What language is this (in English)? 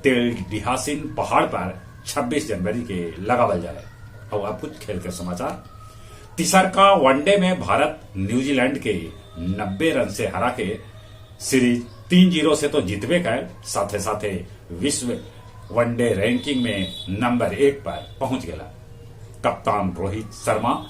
Magahi